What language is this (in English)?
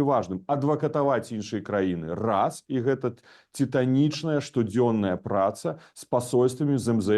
Belarusian